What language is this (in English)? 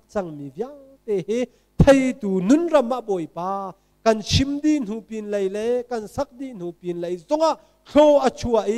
Hakha Chin